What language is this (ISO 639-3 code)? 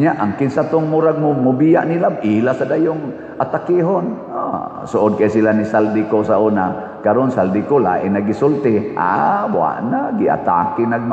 ceb